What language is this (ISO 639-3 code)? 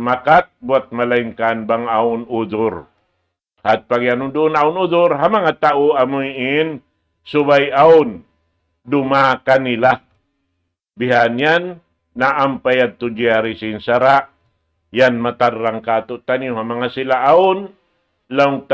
tsg